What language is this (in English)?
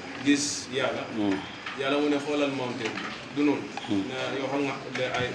Wolof